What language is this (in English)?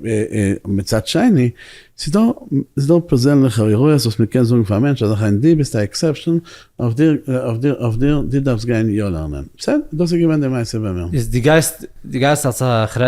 Yiddish